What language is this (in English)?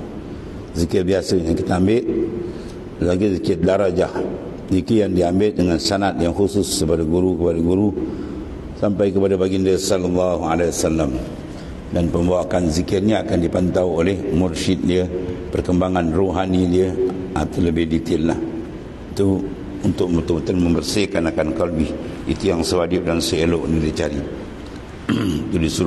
Malay